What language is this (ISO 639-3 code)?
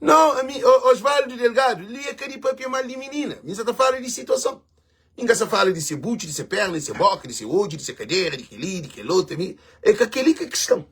kea